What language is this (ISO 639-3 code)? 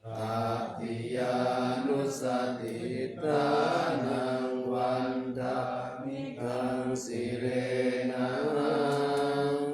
pli